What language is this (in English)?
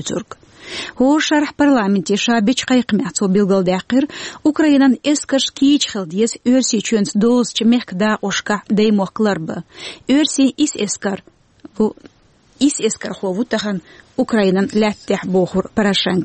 Chechen